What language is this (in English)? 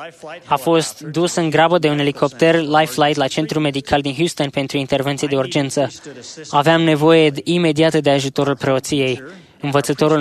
Romanian